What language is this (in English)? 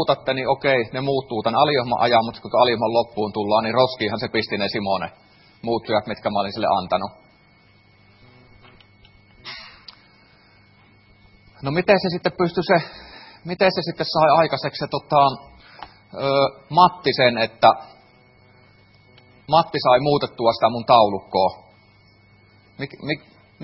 Finnish